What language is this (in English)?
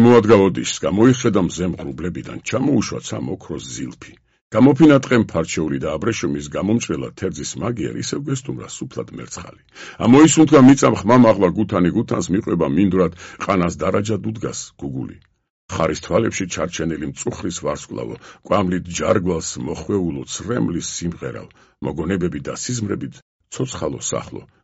Georgian